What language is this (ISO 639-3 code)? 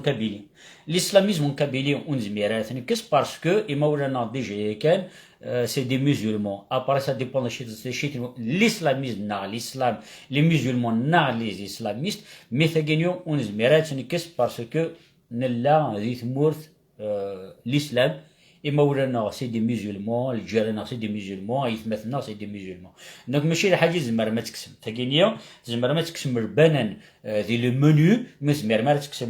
kab